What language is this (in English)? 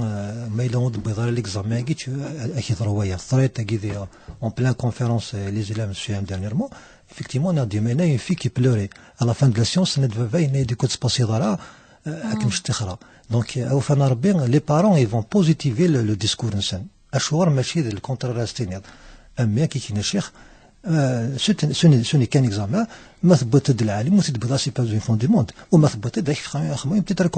Kabyle